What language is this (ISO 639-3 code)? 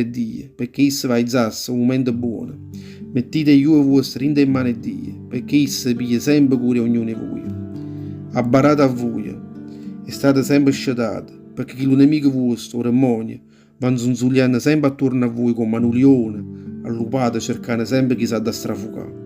nap